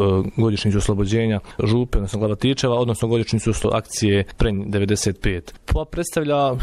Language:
Bosnian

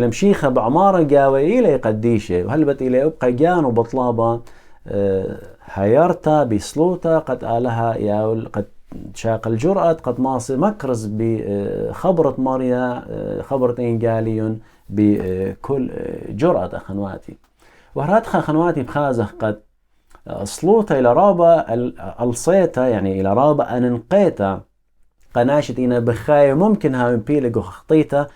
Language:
Assyrian Neo-Aramaic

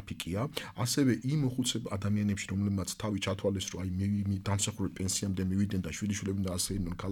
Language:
Georgian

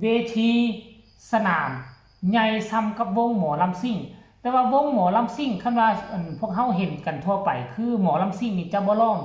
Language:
Lao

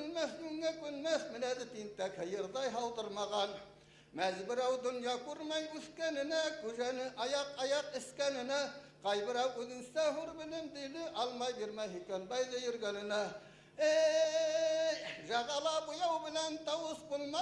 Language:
Bashkir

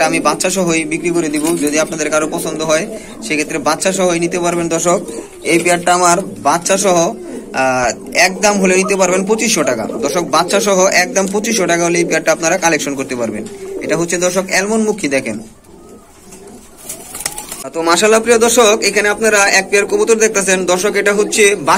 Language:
Bangla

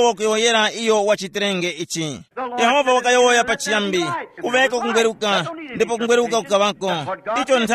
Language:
Tumbuka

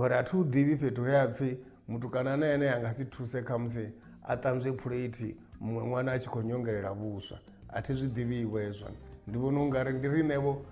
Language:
Venda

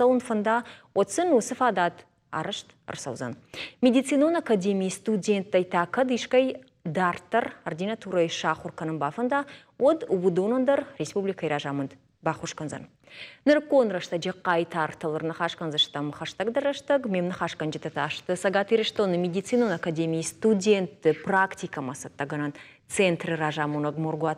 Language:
Ossetic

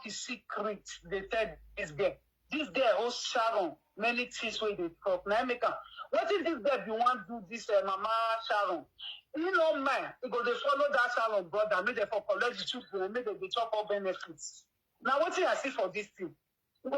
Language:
Nigerian Pidgin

